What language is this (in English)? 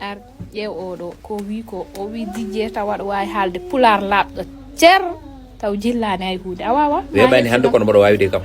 Fula